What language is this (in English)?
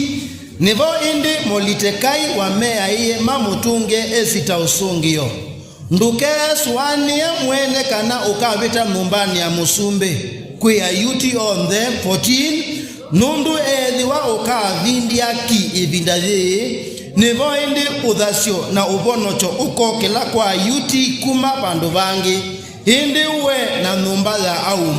Kamba